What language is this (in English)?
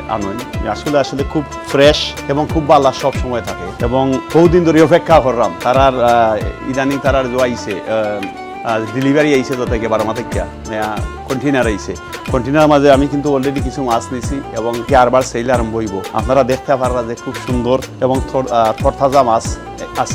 Sylheti